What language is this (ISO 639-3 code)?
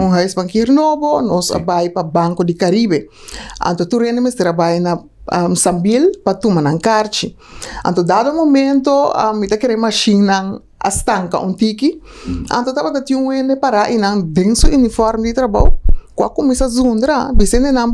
pap